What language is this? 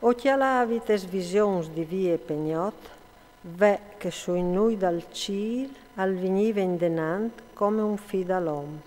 Friulian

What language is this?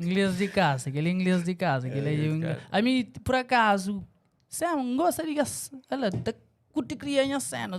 Kabuverdianu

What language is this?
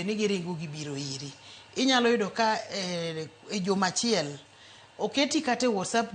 Luo (Kenya and Tanzania)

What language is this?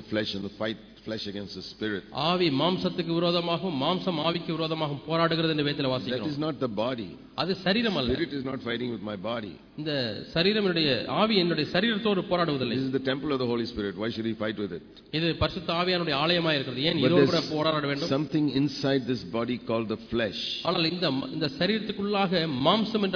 Tamil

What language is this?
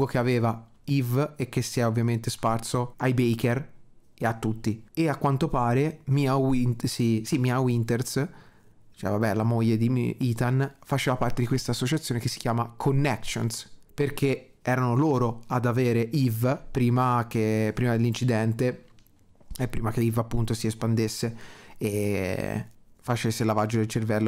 Italian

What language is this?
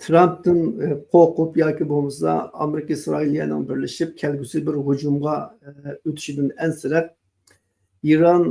Uyghur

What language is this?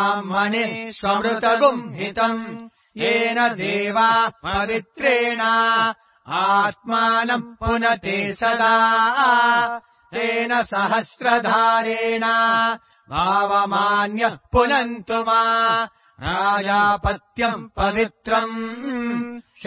Sanskrit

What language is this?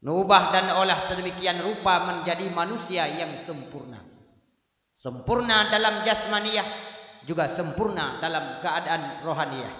Achinese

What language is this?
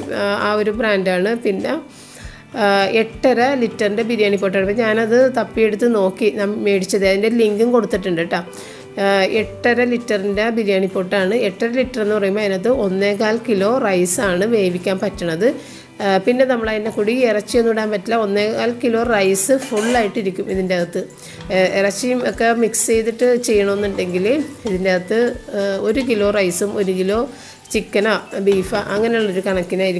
Malayalam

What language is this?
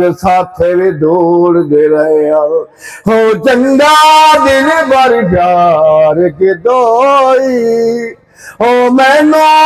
Saraiki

